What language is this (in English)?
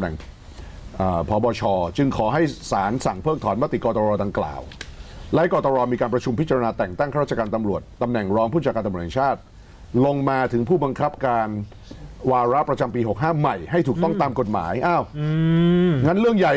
Thai